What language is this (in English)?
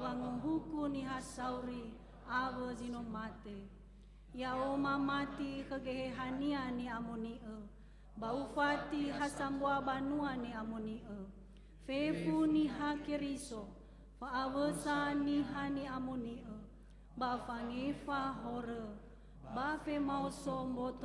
Nias